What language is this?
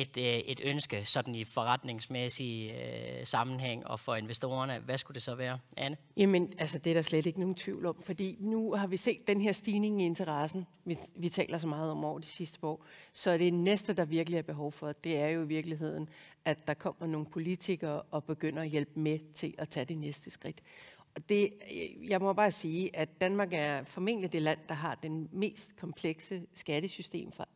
Danish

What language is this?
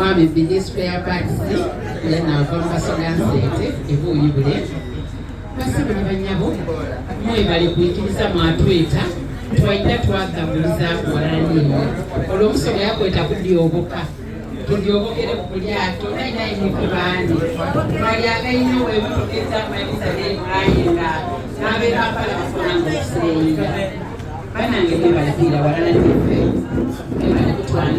Soga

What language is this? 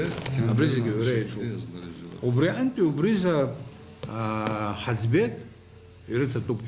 Abkhazian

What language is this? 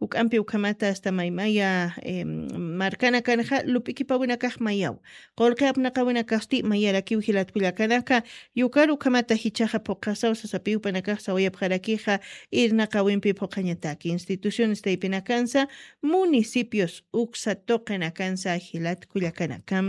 Aymara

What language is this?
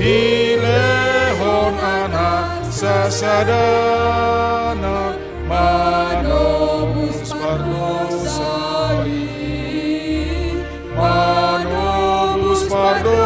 Batak Toba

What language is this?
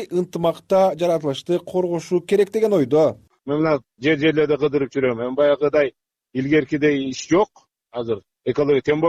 Kyrgyz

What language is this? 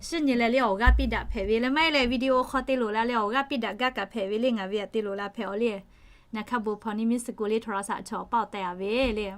Lahu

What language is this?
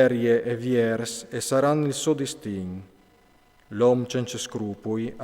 Friulian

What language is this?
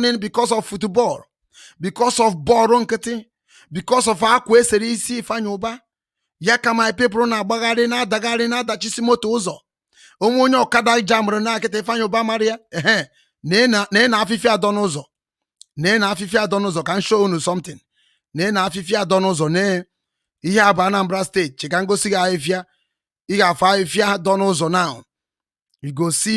Igbo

